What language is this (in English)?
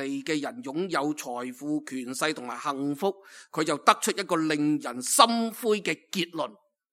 Cantonese